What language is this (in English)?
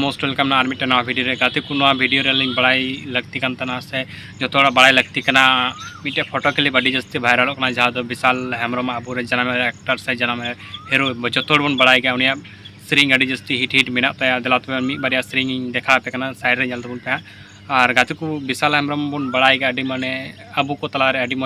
Santali